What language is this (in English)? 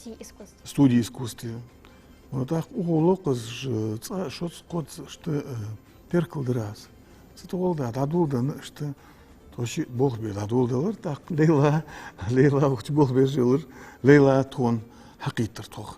Ingush